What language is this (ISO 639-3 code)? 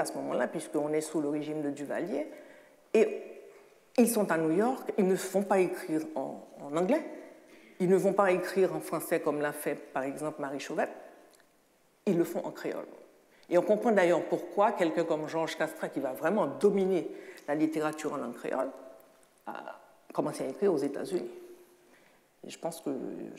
fra